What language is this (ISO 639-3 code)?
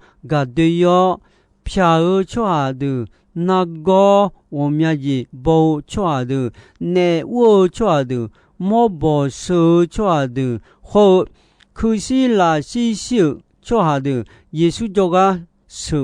ahk